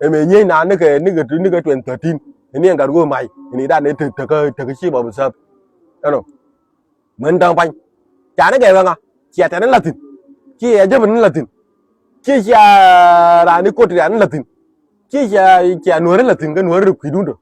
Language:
Nuer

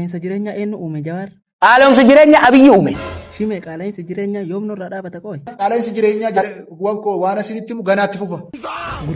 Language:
Oromo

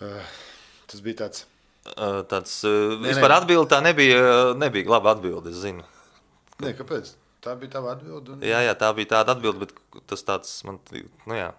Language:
Latvian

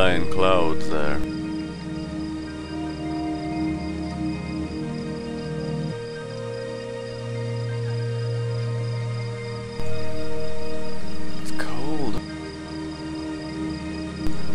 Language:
English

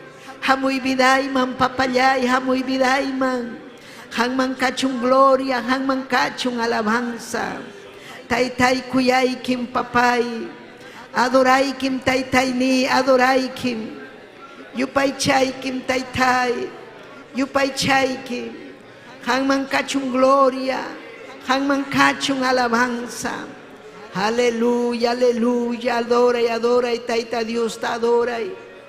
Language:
Ayacucho Quechua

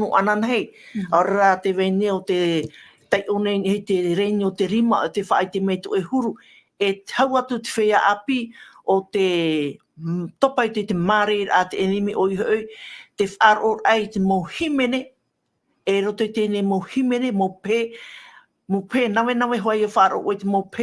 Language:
Tahitian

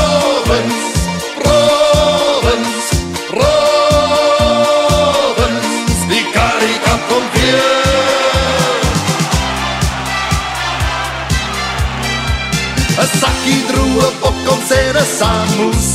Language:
Afrikaans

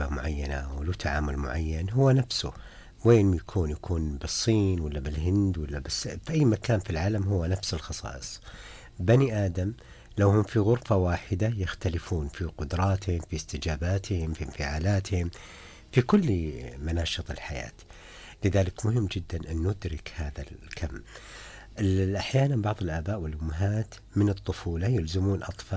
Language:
Najdi Arabic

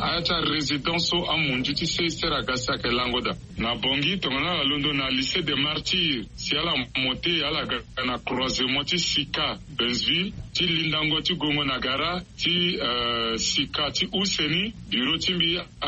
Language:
Sango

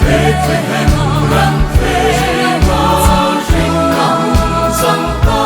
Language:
Hmar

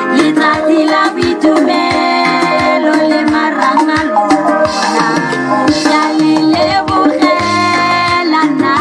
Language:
Tswana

